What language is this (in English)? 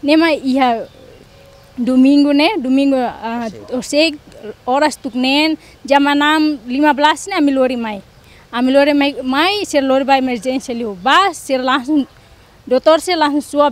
Tetum